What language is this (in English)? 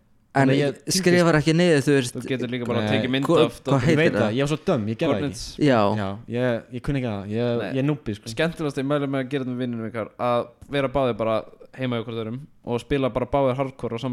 Icelandic